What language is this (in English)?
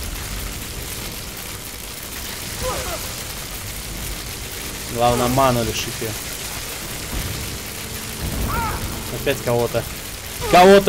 Russian